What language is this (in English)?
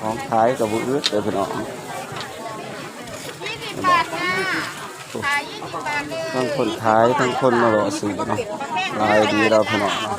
Northeastern Thai